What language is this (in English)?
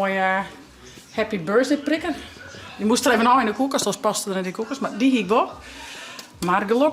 Western Frisian